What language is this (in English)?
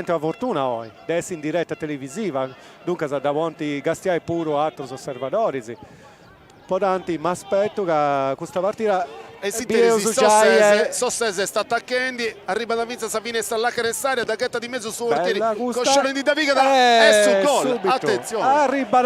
Sardinian